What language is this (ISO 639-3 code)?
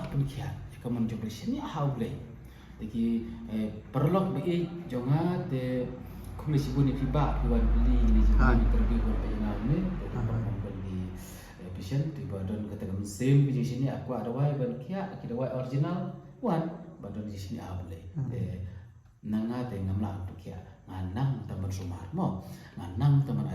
kha